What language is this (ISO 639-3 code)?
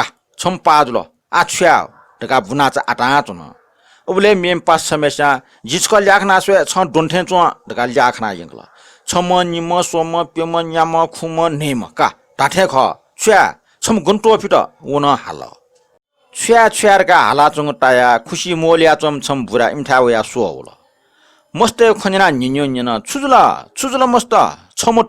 new